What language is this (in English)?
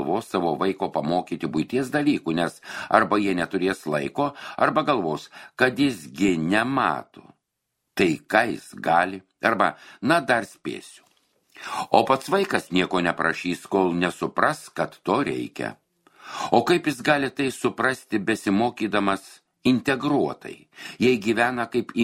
Lithuanian